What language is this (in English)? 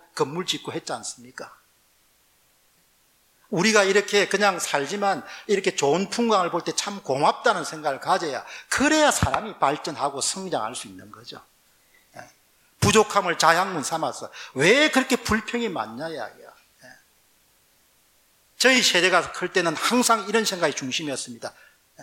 Korean